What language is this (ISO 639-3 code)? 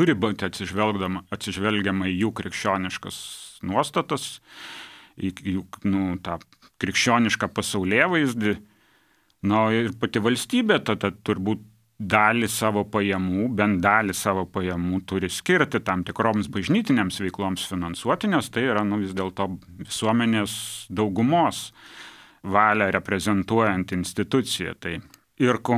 lit